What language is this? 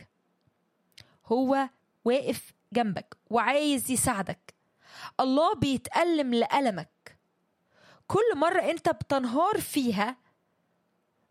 Egyptian Arabic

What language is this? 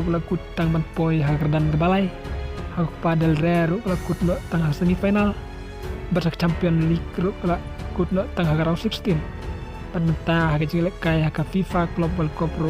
Khasi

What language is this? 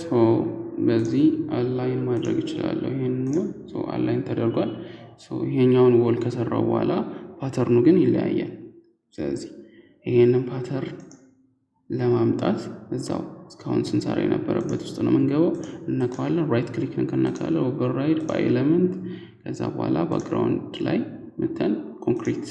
Amharic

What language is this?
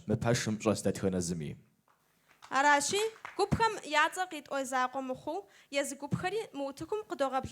Kabardian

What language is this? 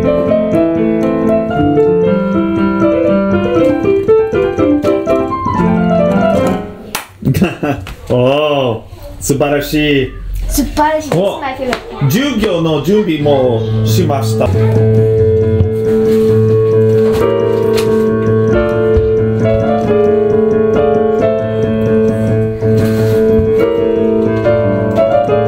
Japanese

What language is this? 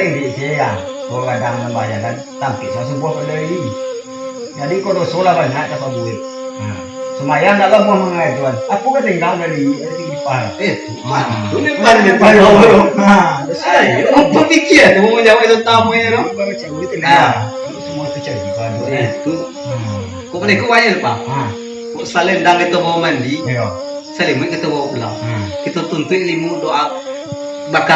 Minangkabau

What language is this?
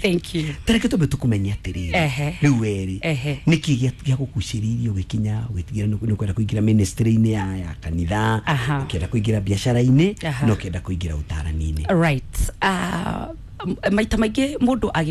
Kikuyu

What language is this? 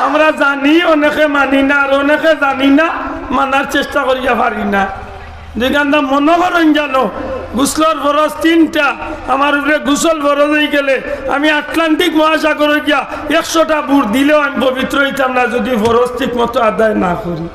Sylheti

